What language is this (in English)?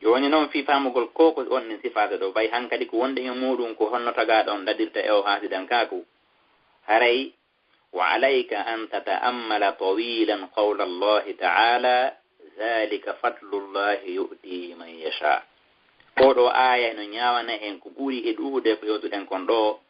Fula